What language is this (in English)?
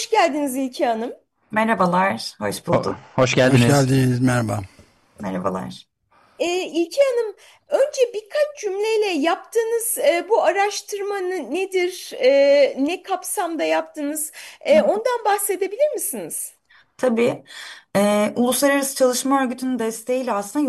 Turkish